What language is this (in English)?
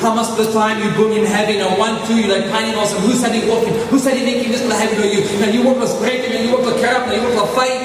Tok Pisin